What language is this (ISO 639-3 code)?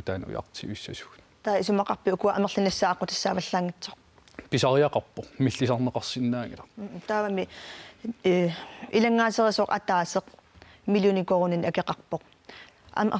kal